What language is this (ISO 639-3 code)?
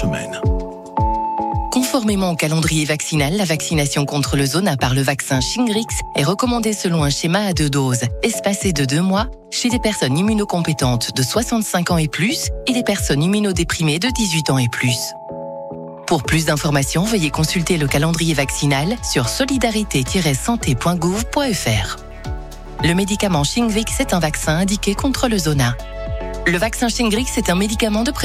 fra